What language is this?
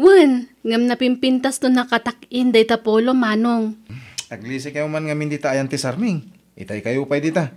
Iloko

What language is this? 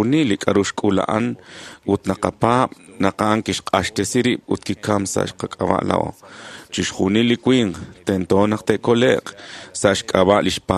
Kekchí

